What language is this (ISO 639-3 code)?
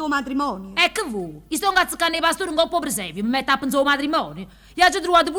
nap